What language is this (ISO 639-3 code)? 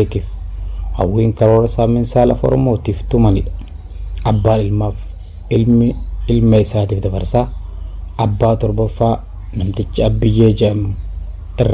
orm